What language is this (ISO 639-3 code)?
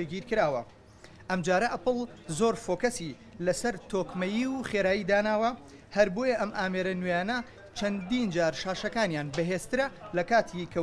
ckb